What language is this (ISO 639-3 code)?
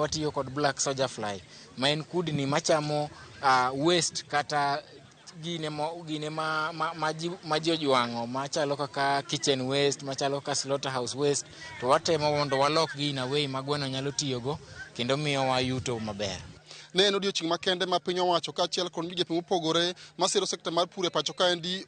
luo